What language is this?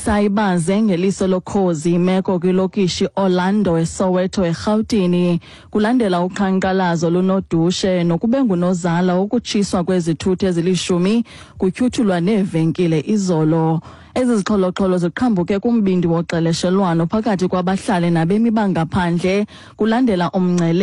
Xhosa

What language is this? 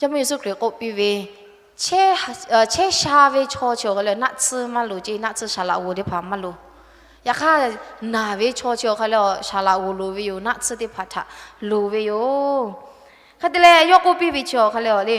Lahu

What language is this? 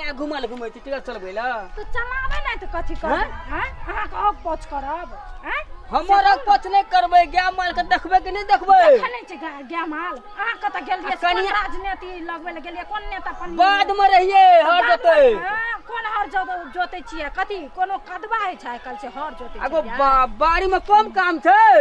Maithili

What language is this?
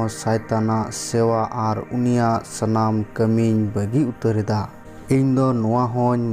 Santali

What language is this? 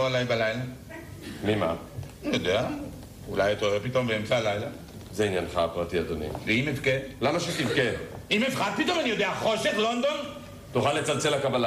Hebrew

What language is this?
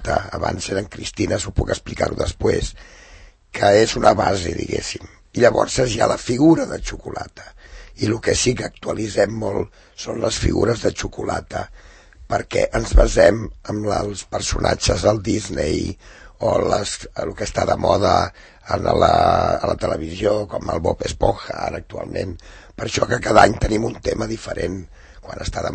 Catalan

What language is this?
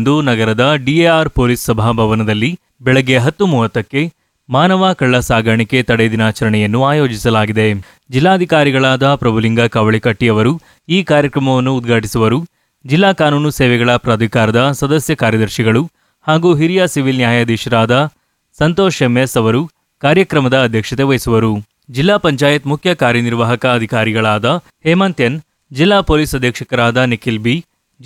Kannada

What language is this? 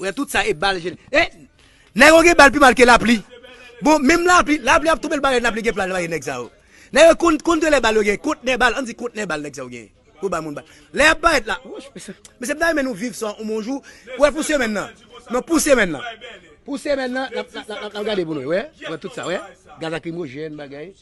Haitian Creole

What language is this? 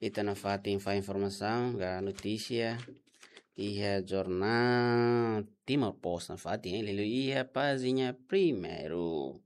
Tetum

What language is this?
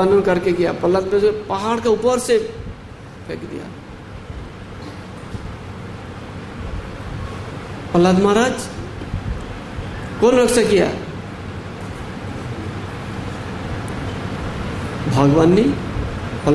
Hindi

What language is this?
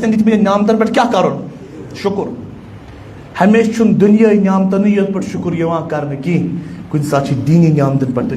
Kashmiri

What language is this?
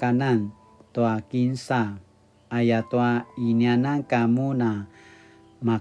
Paiwan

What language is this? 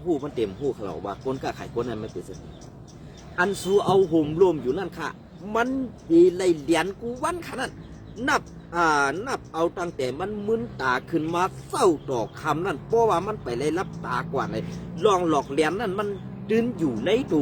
Shan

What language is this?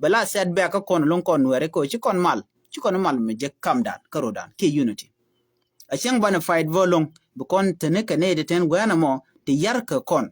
Nuer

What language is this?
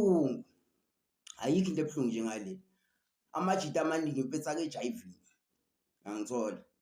Zulu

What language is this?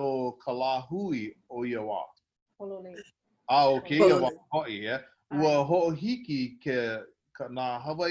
Hawaiian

